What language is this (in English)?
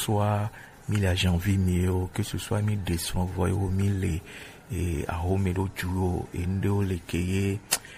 Gen